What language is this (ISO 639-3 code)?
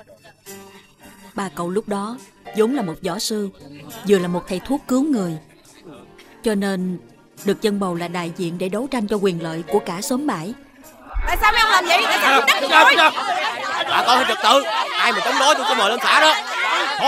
vie